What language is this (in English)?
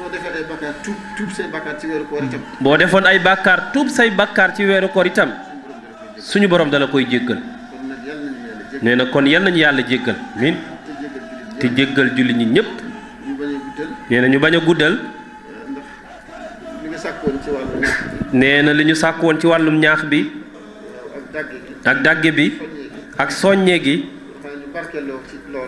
Wolof